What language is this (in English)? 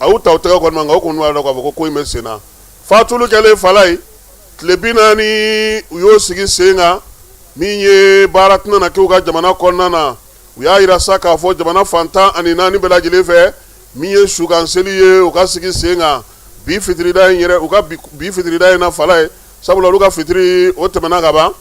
Bambara